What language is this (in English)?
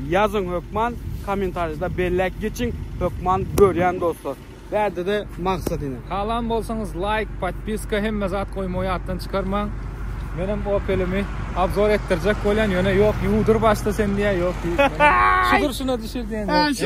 Turkmen